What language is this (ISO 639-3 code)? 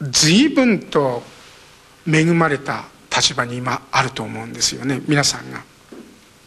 jpn